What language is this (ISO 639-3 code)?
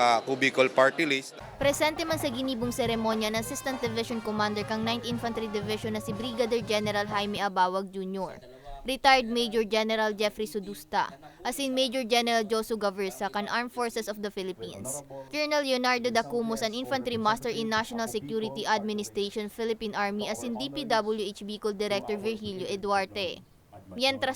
bik